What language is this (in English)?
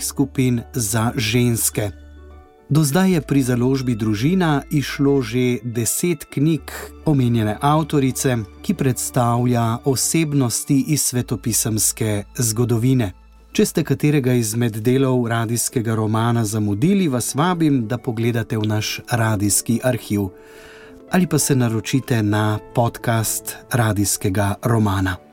Slovenian